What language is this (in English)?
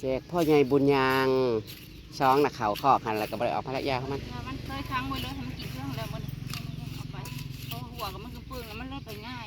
Northeastern Thai